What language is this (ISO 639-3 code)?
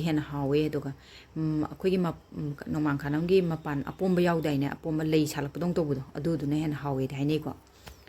mni